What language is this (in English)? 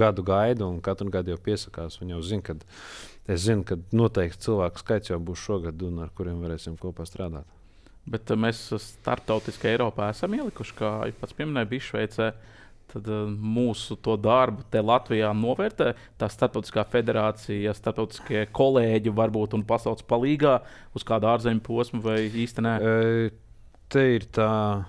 Latvian